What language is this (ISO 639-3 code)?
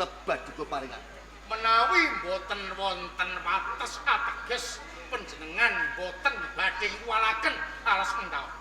jav